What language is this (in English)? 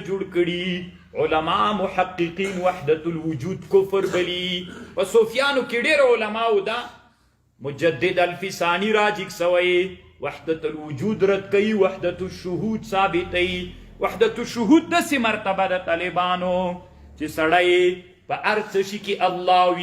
Pashto